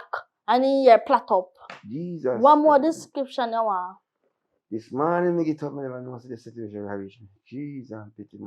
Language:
Jamaican Creole English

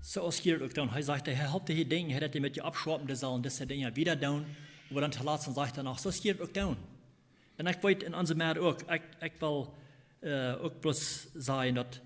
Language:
Plautdietsch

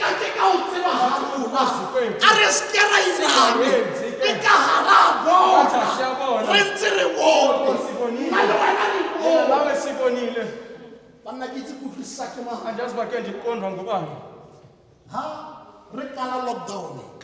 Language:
Tswana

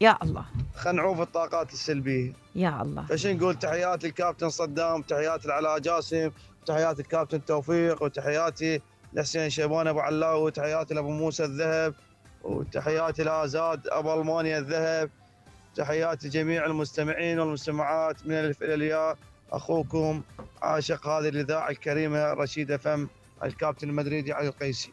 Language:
Mesopotamian Arabic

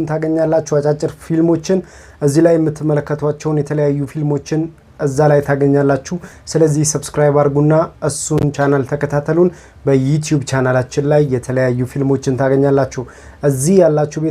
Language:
Amharic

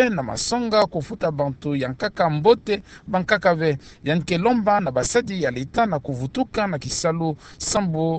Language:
Kituba (Democratic Republic of Congo)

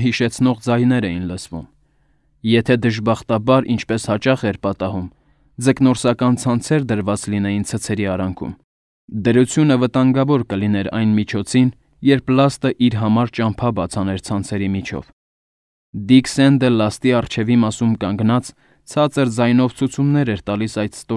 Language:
Armenian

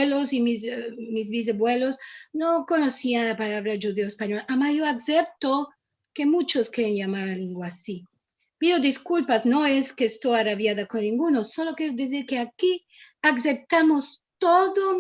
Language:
Ladino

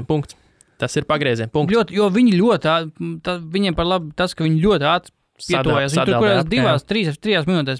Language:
Latvian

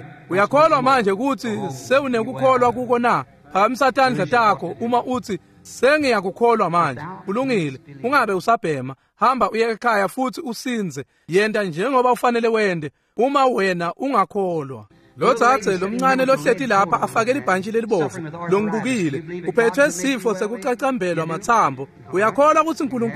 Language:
Swati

